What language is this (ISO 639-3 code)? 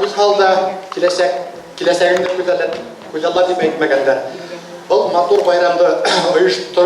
bak